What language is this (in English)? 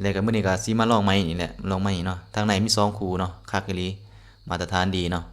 Lao